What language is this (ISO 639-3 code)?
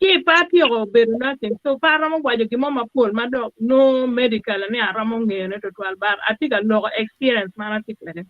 ach